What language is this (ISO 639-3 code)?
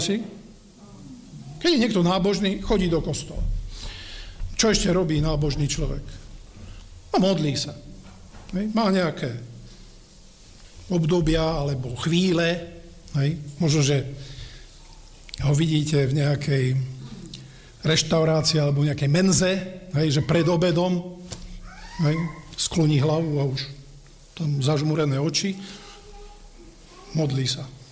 slk